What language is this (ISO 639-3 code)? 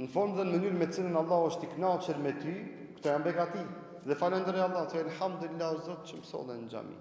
sqi